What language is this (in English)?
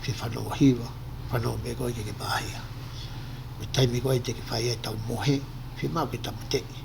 Tongan